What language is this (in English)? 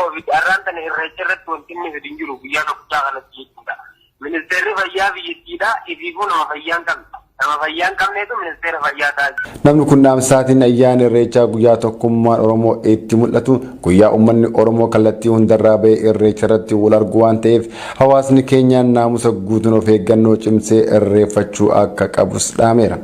Oromo